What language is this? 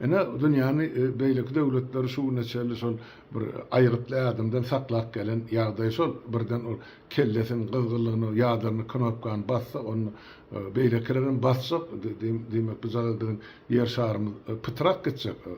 Turkmen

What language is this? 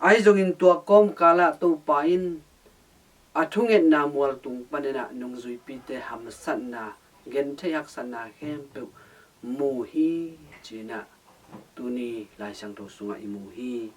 Tedim Chin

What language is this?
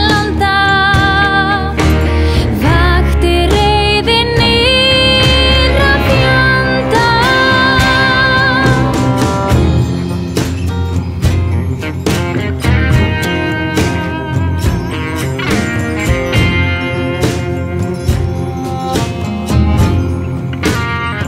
Icelandic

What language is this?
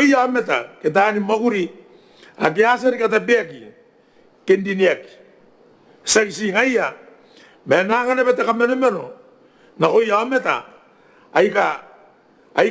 Gilbertese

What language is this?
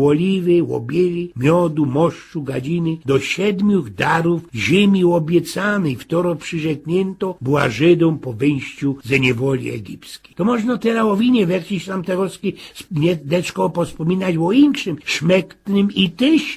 Silesian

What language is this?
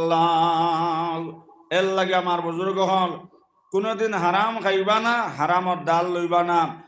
Sylheti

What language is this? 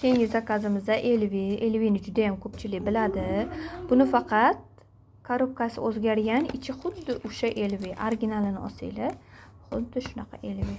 Uzbek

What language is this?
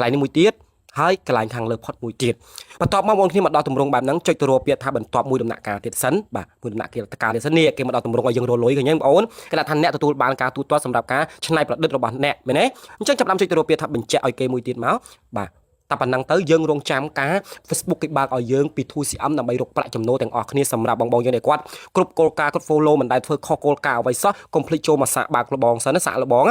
Khmer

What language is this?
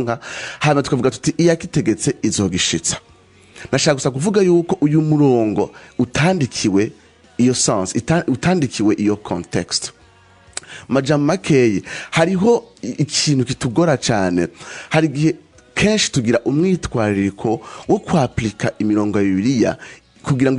Rundi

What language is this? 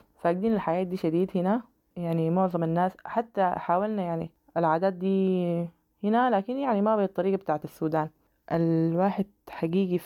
Sudanese Arabic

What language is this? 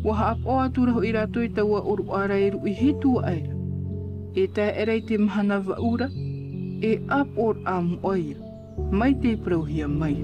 Tahitian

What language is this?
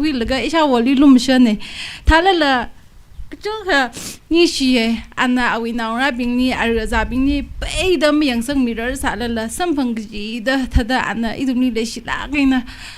Tangkhul Naga (India)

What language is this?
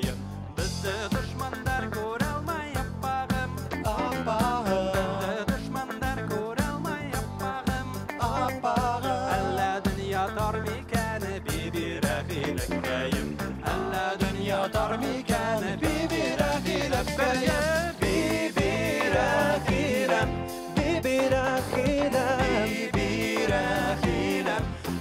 Bashkir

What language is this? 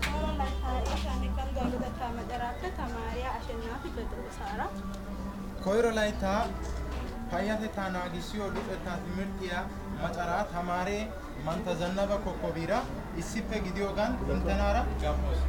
Wolaytta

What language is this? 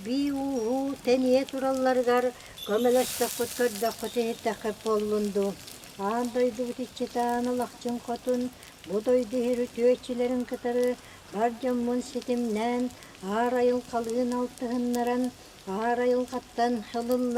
Yakut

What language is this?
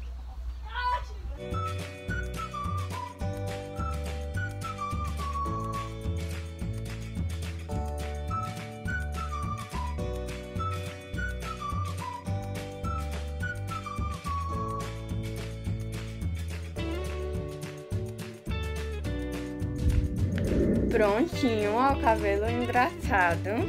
Portuguese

